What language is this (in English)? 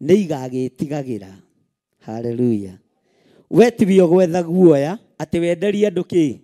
Kikuyu